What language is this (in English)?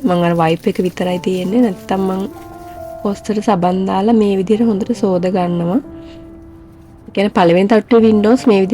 Sinhala